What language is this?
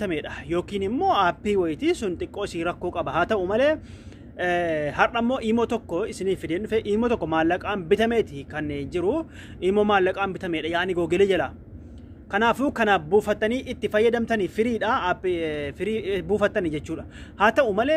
Oromo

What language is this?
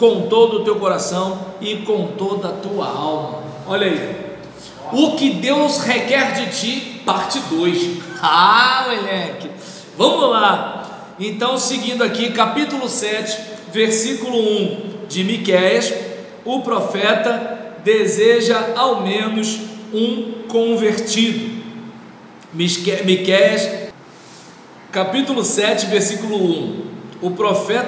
Portuguese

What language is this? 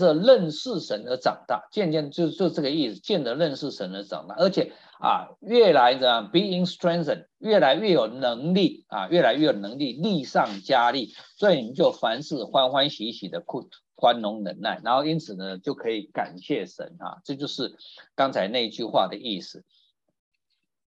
Chinese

